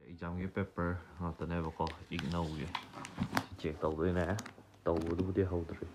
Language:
Manipuri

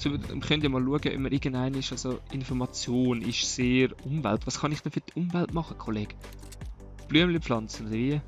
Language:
Swiss German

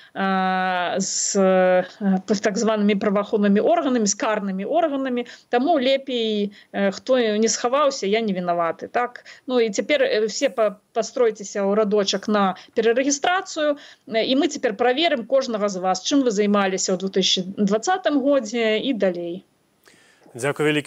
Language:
Belarusian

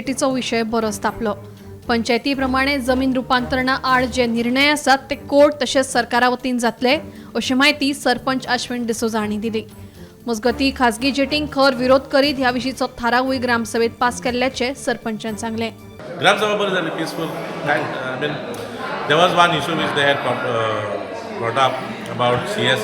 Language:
Konkani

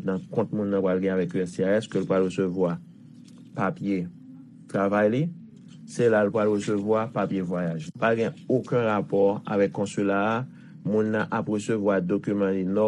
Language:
Haitian Creole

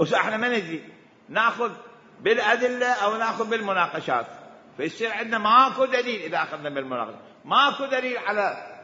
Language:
Mesopotamian Arabic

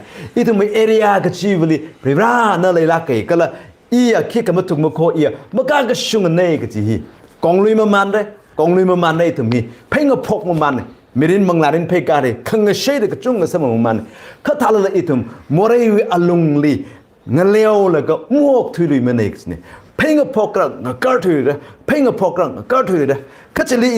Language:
Tangkhul Naga (India)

